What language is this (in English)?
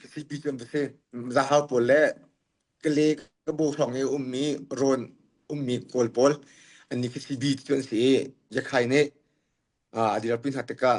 Hakha Chin